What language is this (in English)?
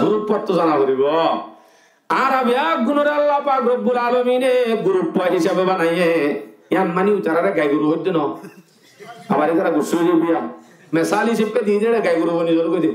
Rohingya